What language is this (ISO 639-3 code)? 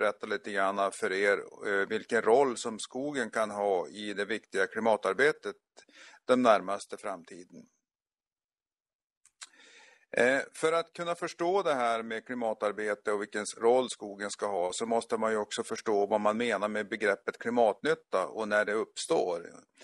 swe